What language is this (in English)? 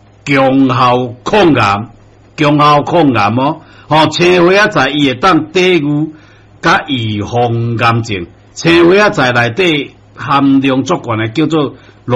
Min Nan Chinese